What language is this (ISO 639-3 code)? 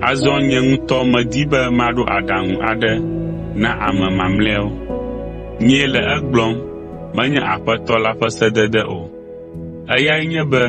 ewe